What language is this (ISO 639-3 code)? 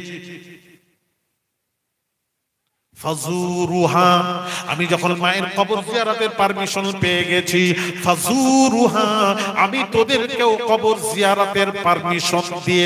ben